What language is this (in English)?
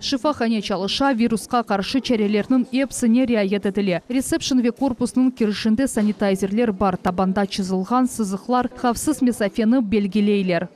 Crimean Tatar